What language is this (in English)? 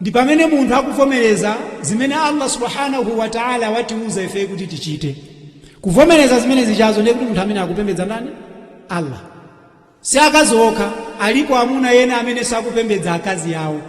Nyanja